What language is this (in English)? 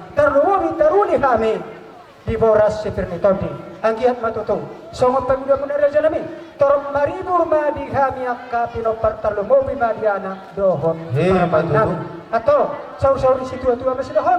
Batak Toba